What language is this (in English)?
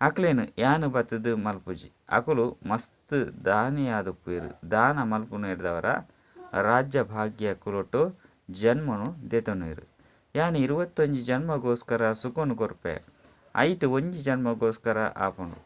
Tulu